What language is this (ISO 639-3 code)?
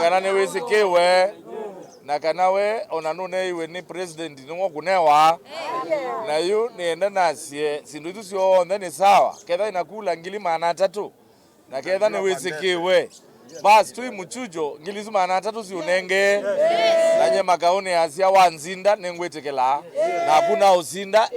kam